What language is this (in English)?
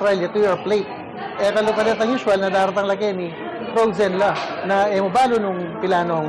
Pampanga